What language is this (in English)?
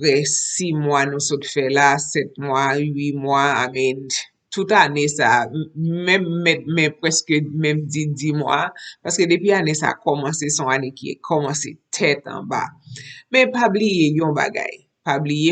Haitian Creole